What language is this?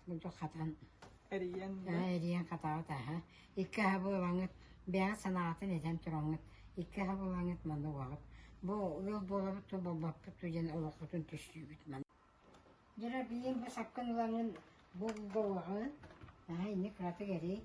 Yakut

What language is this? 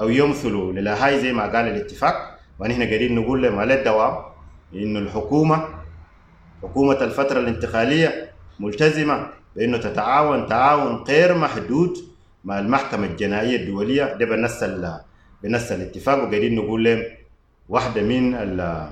Sudanese Arabic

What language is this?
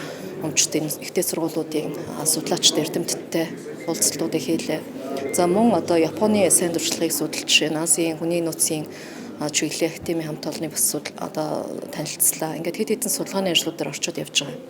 Mongolian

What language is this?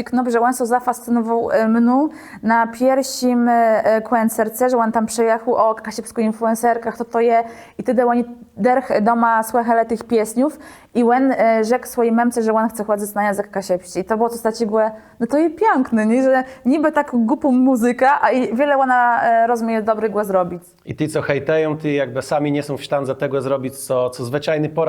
Kashubian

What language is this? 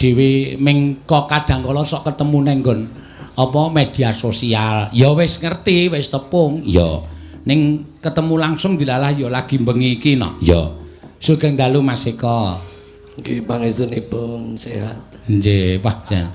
Javanese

